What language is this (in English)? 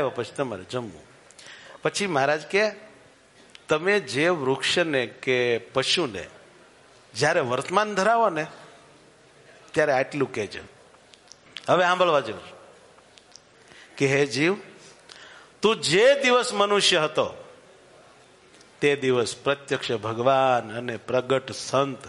Gujarati